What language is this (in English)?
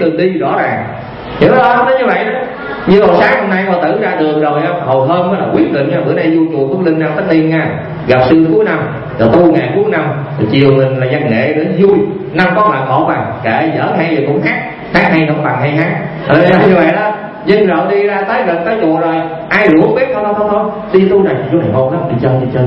Vietnamese